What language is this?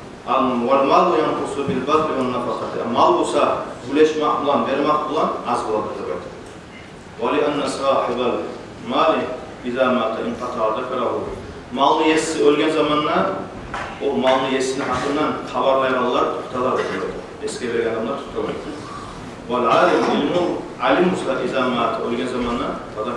Kumyk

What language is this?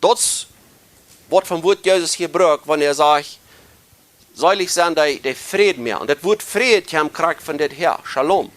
Plautdietsch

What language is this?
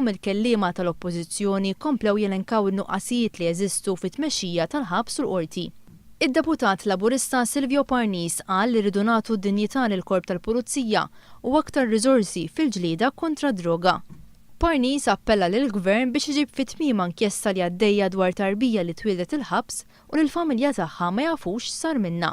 Maltese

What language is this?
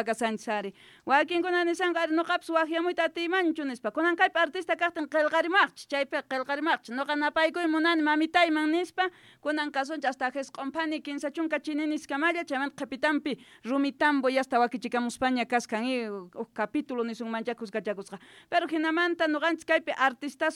South Bolivian Quechua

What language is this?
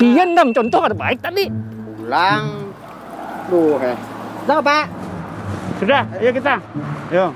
Banjar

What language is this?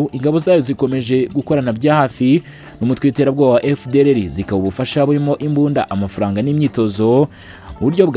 Kinyarwanda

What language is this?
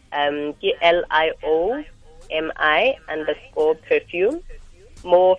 Tswana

